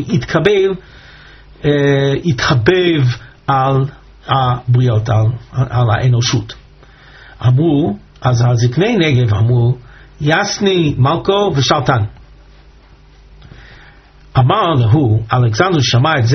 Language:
Hebrew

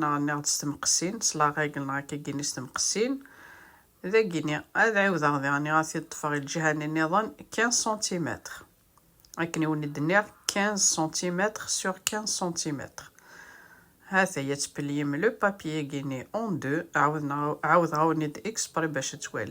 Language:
Kabyle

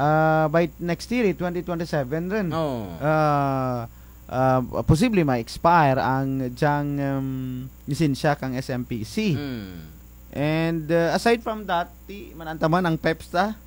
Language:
Kinaray-a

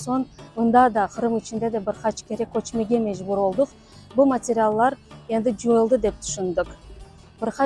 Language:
Crimean Tatar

